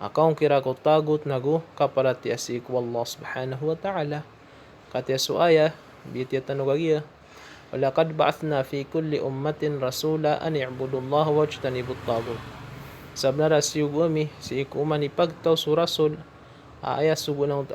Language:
Maranao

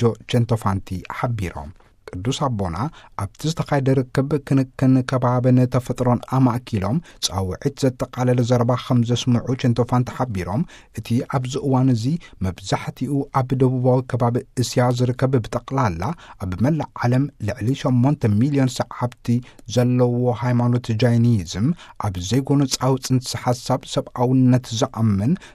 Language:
Tigrinya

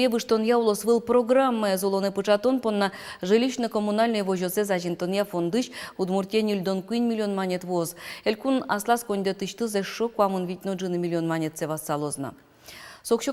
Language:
Udmurt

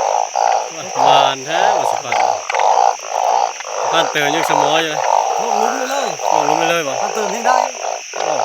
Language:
Lao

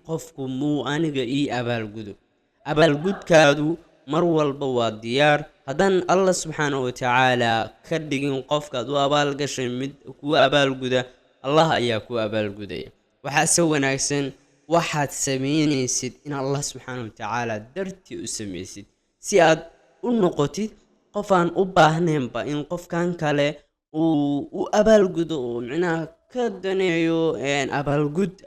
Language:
Somali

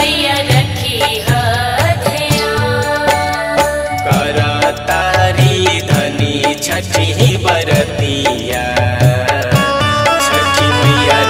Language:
Bhojpuri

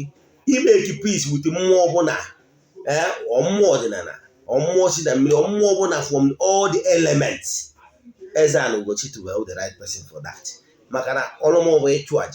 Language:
Igbo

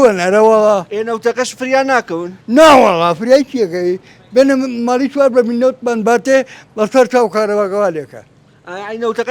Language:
Central Kurdish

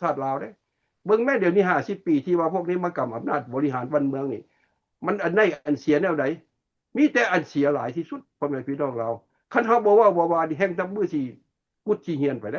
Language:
Lao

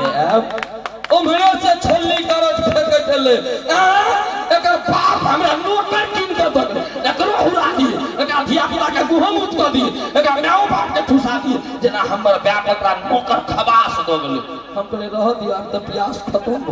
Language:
Maithili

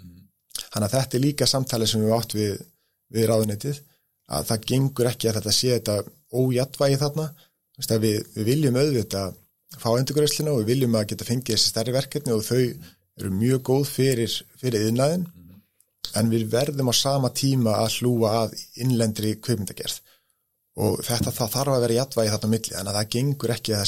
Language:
Icelandic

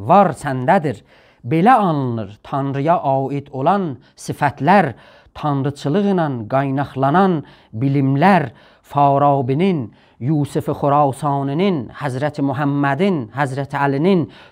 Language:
South Azerbaijani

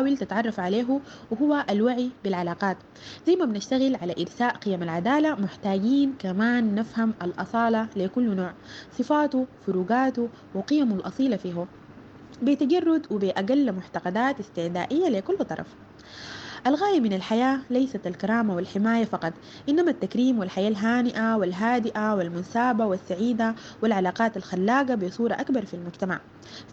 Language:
Sudanese Arabic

